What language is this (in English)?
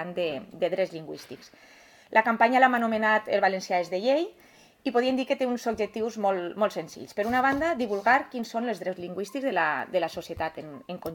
Catalan